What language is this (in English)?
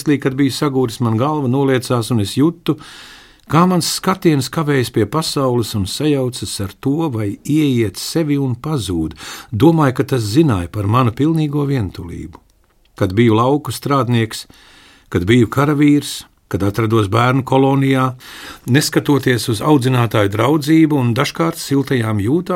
Latvian